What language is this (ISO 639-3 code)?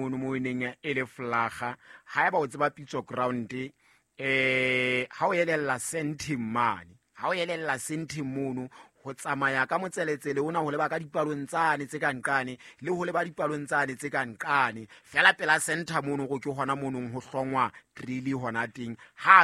sot